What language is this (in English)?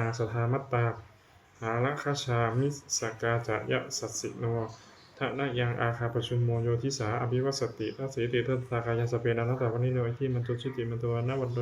Pali